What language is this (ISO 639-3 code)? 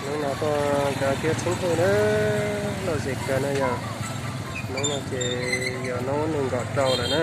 hmn